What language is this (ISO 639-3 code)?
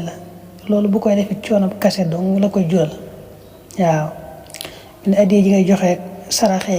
wol